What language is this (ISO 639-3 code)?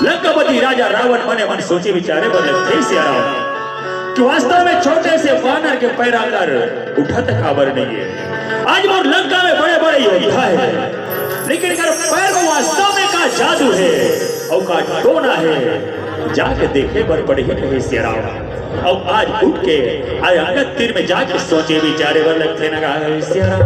hne